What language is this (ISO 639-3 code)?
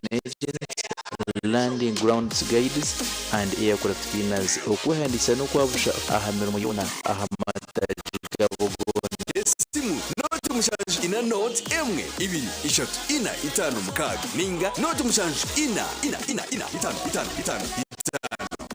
nyn